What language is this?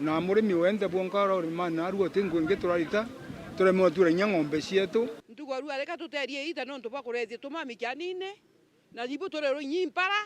Meru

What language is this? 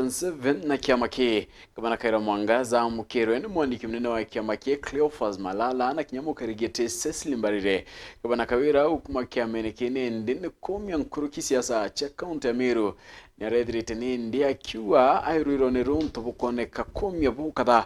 Meru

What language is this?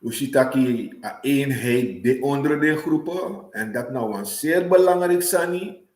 Sranan Tongo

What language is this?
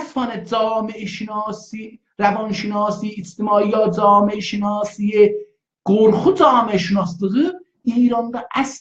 South Azerbaijani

